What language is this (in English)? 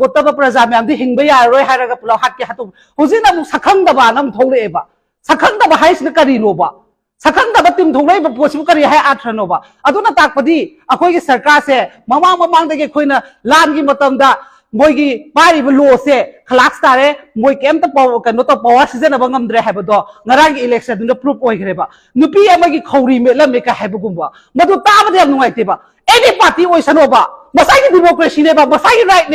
Manipuri